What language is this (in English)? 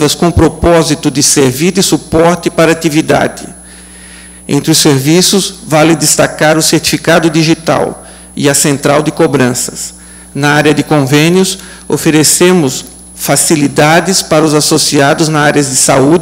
Portuguese